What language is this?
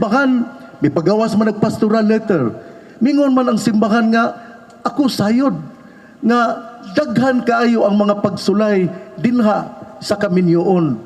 Cebuano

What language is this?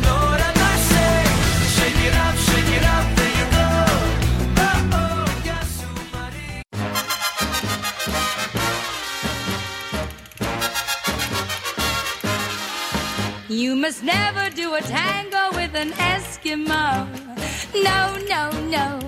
Thai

